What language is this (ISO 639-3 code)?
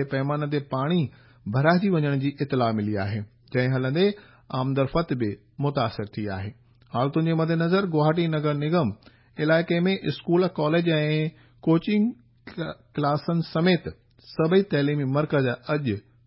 snd